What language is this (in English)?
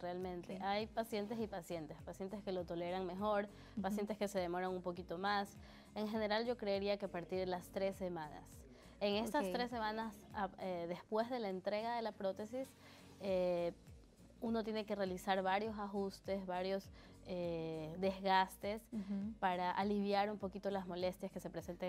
Spanish